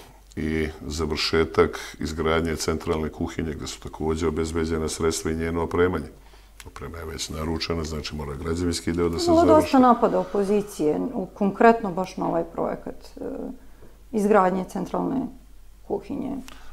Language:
Serbian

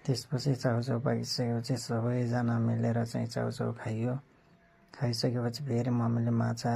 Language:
Nepali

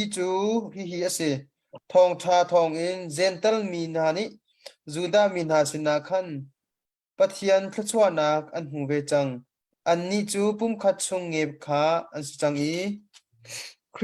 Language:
Hakha Chin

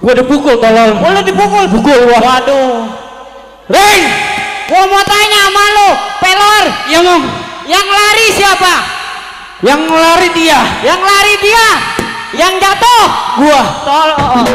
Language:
Betawi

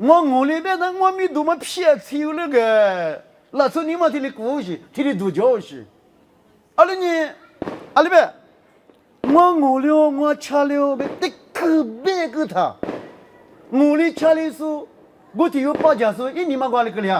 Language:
Lisu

